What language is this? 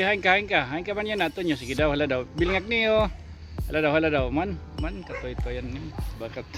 Waray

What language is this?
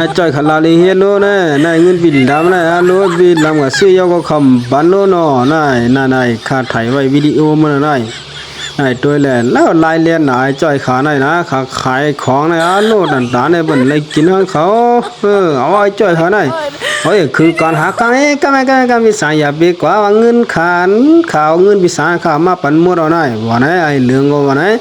Shan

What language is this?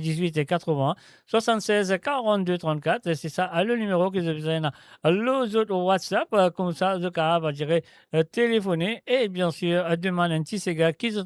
Morisyen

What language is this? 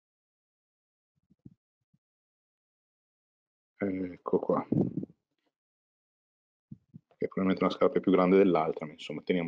Italian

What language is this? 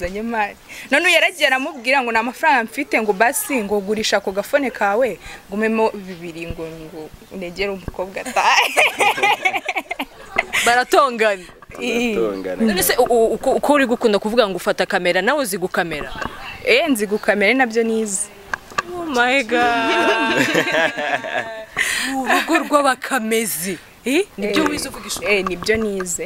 Kinyarwanda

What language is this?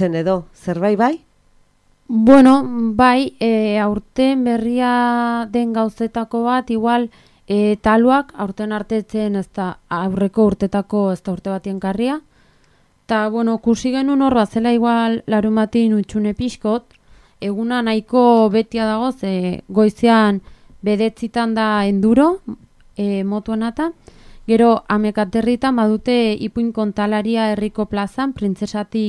Basque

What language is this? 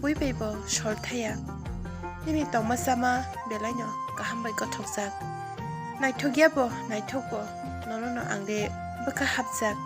Kok Borok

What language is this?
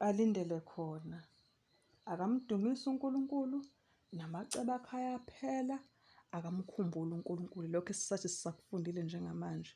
Zulu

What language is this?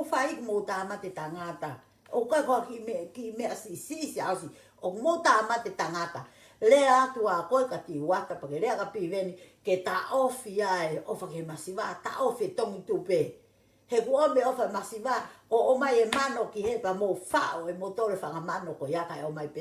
Tongan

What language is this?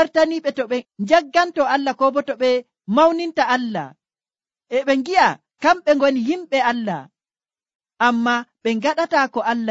Nigerian Fulfulde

